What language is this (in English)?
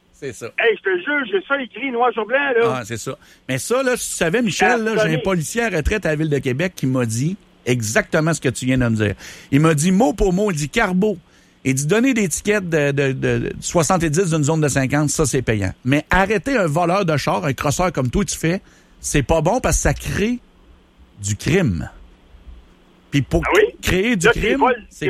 French